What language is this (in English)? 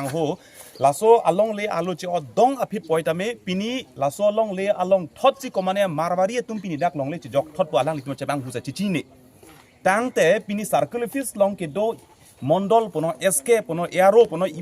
Karbi